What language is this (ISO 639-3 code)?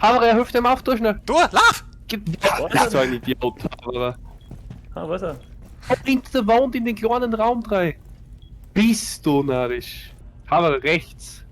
bar